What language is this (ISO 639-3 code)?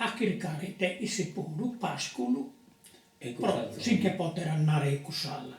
srd